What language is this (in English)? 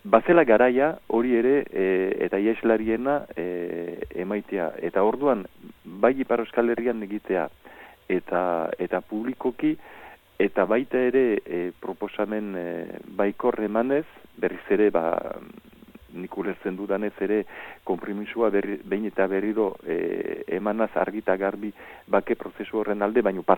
Basque